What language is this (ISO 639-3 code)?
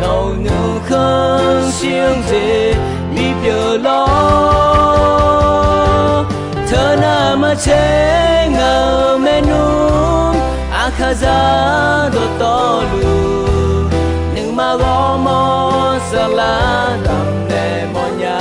ahk